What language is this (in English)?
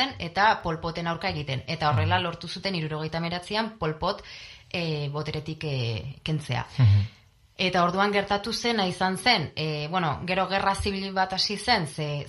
Basque